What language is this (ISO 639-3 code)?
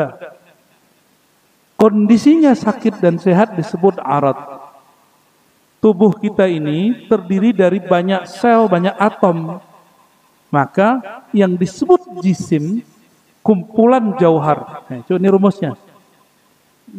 ind